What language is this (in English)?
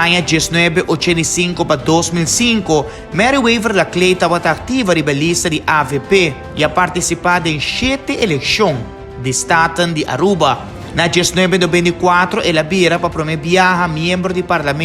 Papiamento